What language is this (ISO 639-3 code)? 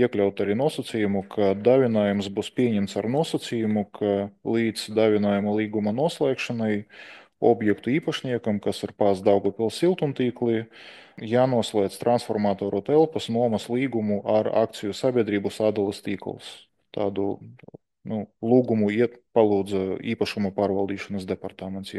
lav